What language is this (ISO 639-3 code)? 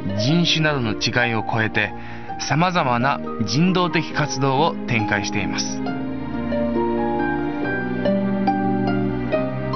jpn